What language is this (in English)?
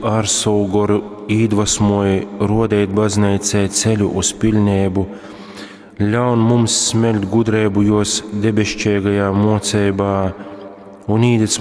Latgalian